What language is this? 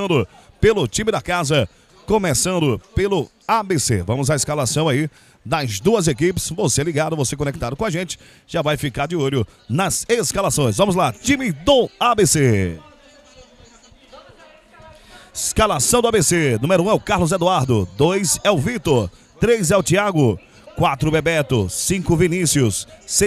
Portuguese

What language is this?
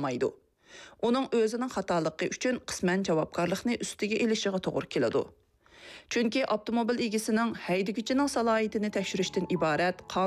Uyghur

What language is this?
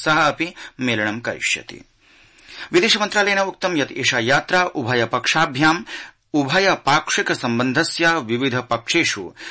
Sanskrit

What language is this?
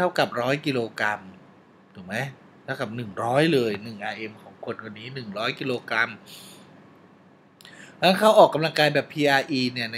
Thai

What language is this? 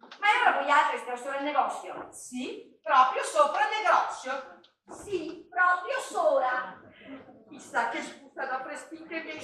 Venetian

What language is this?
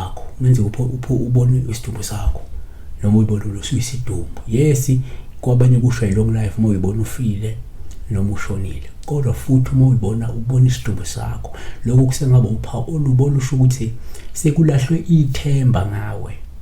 Zulu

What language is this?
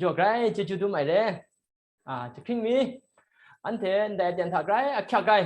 Kachin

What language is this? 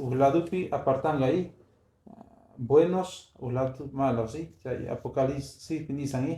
Quechua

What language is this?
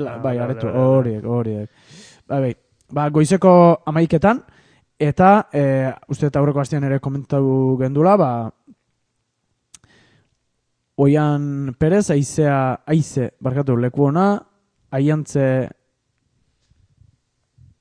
Basque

